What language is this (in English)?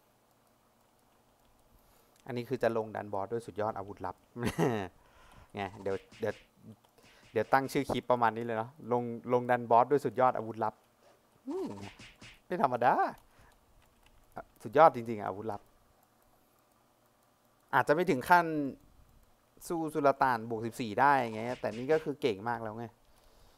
Thai